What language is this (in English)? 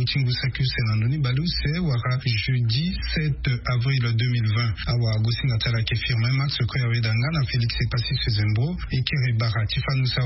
Sango